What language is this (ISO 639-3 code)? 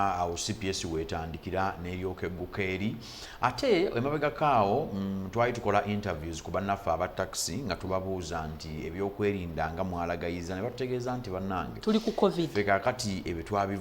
lug